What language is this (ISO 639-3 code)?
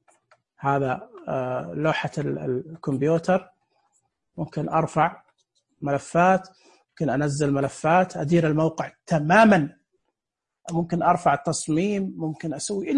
ars